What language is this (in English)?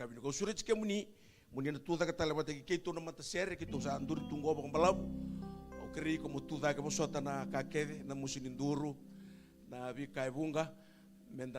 Fijian